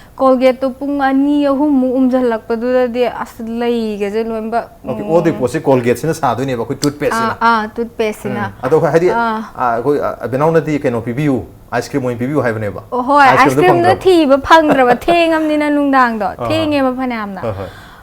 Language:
Manipuri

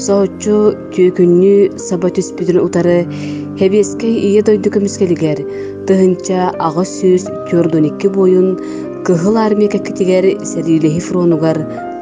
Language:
Yakut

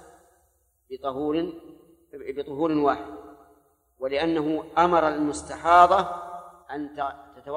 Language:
Arabic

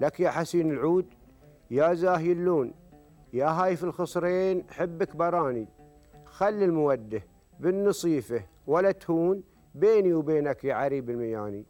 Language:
Gulf Arabic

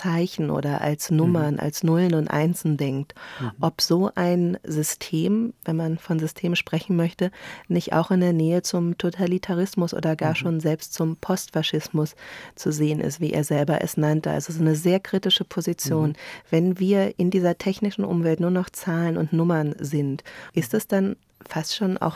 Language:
German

